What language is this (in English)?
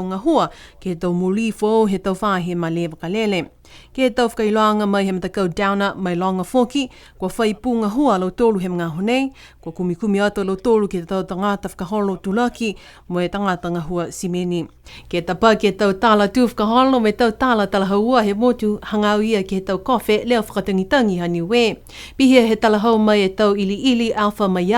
Niuean